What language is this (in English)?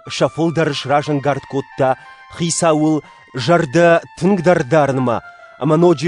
Ossetic